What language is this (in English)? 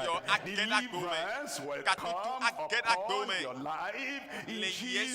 Ewe